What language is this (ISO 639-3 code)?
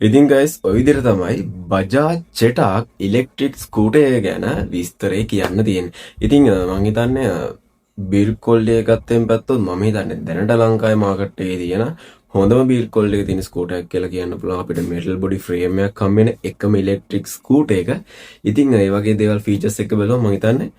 sin